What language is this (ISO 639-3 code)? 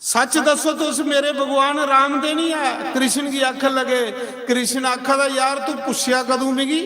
doi